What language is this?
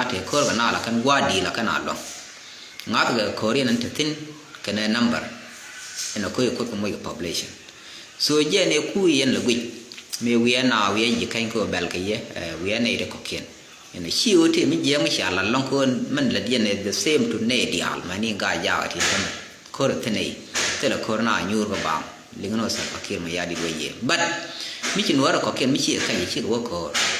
Nuer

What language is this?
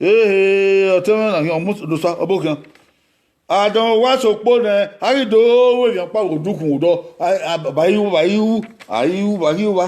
Bini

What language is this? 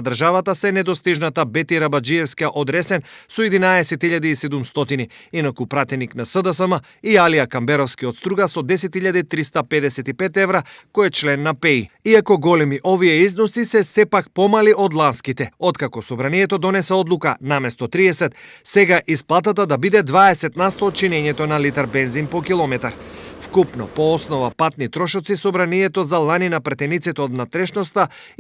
Macedonian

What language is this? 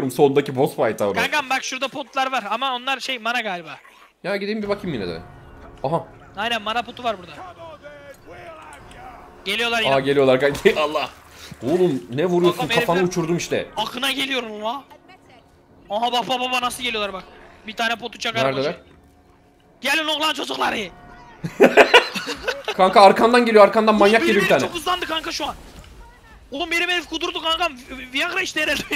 Turkish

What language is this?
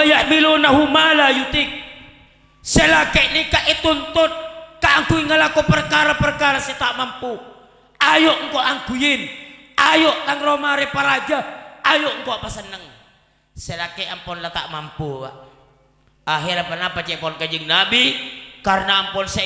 Madurese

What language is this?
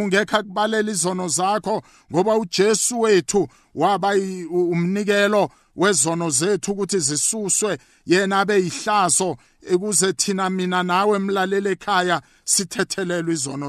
South Ndebele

